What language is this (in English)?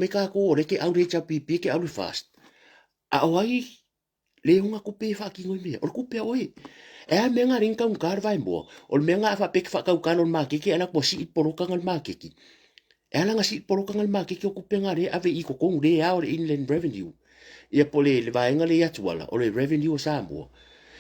Samoan